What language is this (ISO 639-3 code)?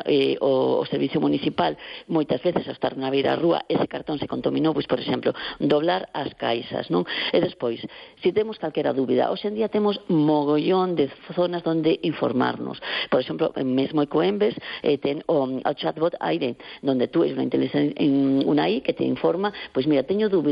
glg